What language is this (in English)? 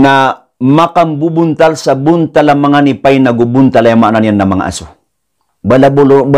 Maranao